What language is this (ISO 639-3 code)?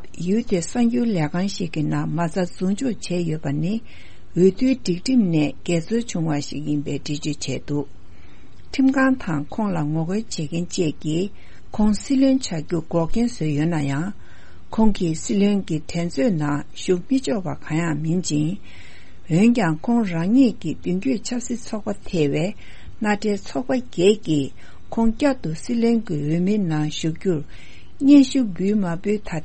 bod